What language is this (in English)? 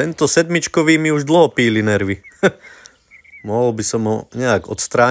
Slovak